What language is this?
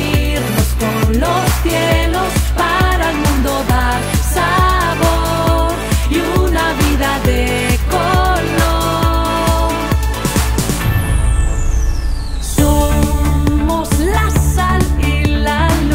Spanish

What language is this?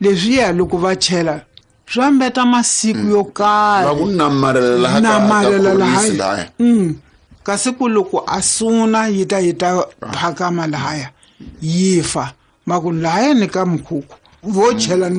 Tsonga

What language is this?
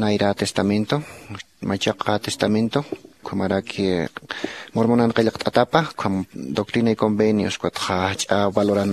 Aymara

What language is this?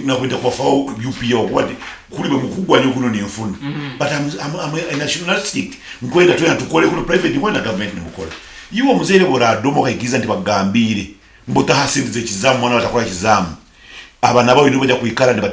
Nyoro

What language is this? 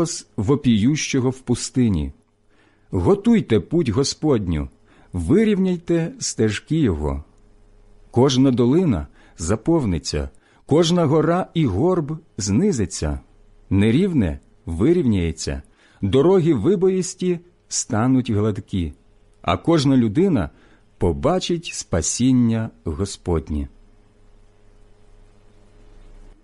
Ukrainian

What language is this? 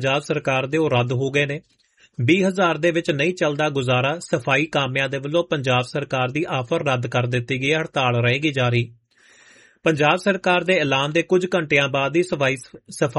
Punjabi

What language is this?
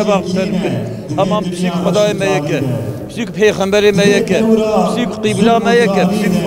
Kurdish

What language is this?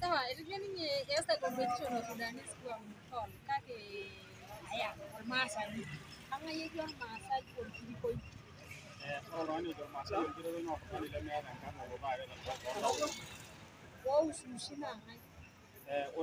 Masai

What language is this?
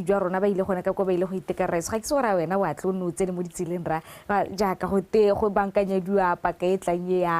Tswana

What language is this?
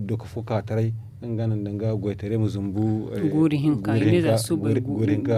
Zarma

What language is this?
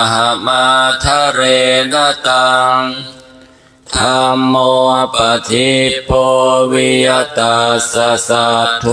Pali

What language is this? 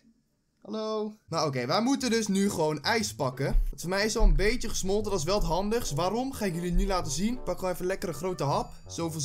Dutch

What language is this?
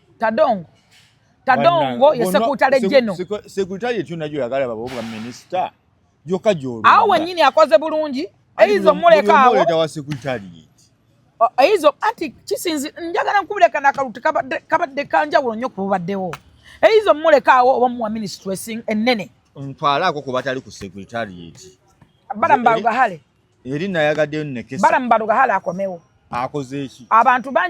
Ganda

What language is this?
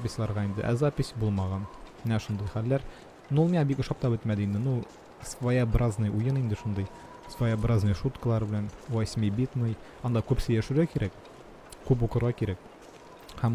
Tatar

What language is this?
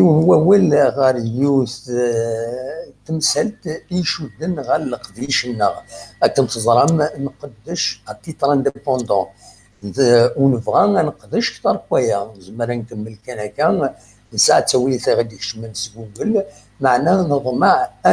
Kabyle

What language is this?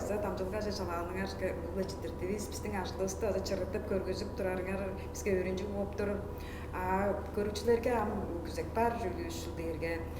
Tuvinian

